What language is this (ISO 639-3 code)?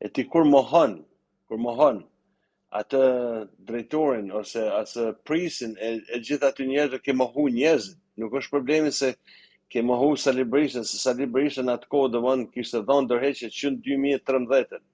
sqi